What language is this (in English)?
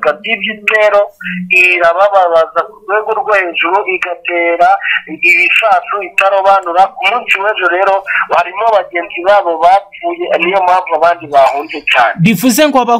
Kinyarwanda